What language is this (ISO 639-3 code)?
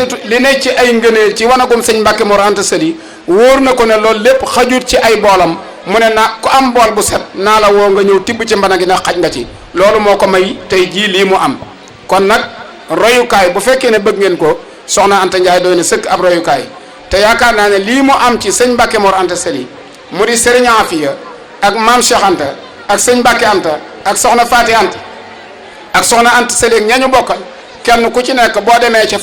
wol